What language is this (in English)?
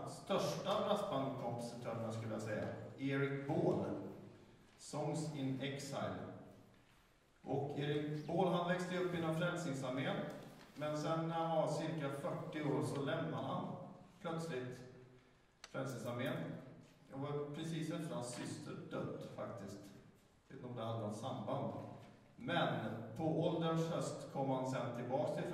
Swedish